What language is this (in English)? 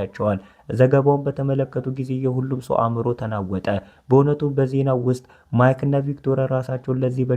Amharic